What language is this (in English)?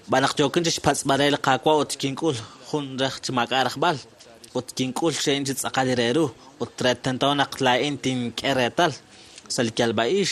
Kekchí